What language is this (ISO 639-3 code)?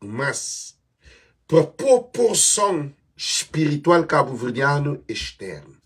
kea